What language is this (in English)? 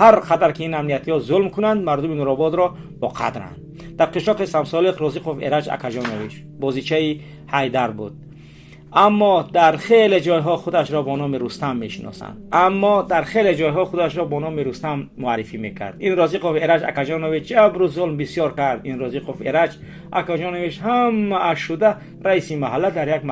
Tajik